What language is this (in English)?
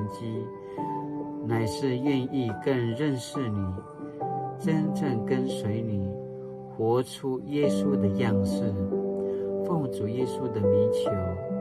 Paiwan